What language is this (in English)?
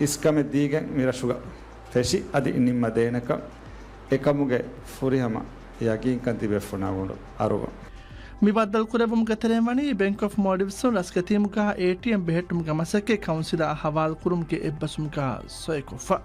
Divehi